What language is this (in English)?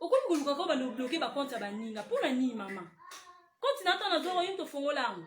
Lingala